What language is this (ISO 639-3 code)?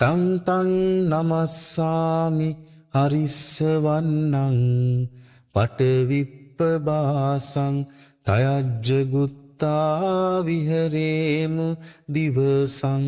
pli